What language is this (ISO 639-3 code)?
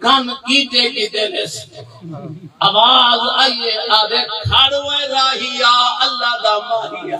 skr